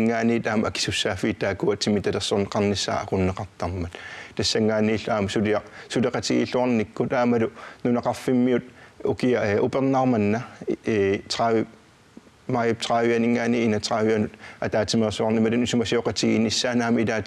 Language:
Kalaallisut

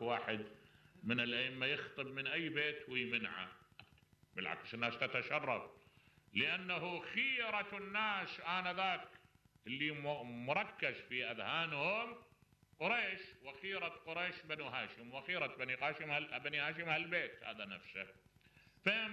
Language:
Mesopotamian Arabic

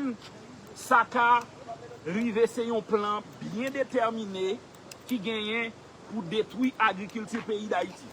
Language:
Haitian Creole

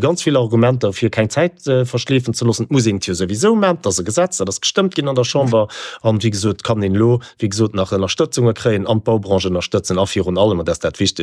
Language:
Luxembourgish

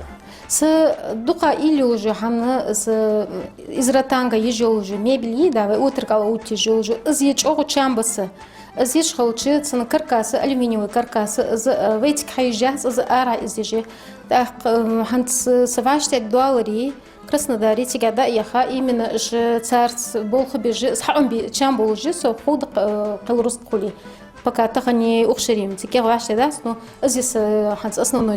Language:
Ingush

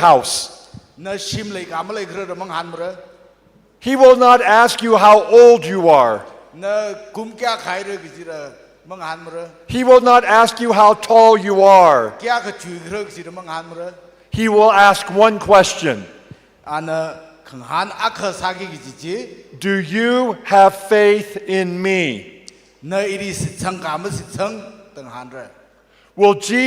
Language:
Tangkhul Naga (India)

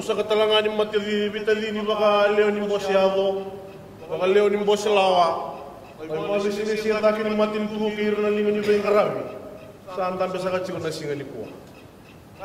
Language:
Fijian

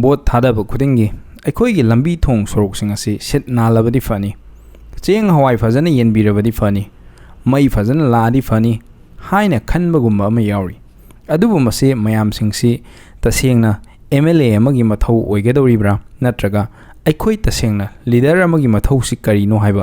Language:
Manipuri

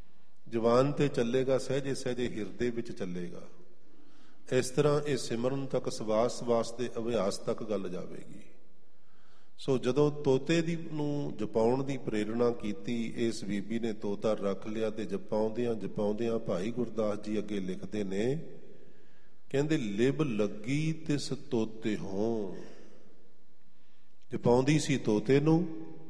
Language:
Punjabi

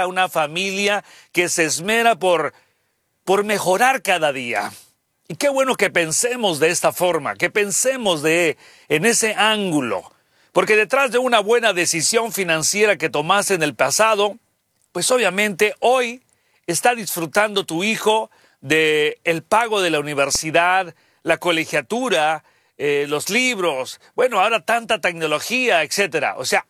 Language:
Spanish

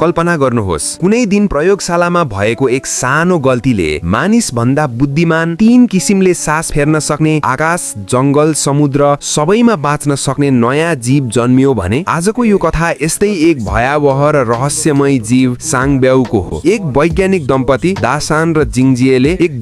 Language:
Nepali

